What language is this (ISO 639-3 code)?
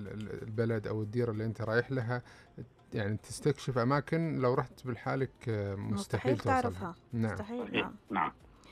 ars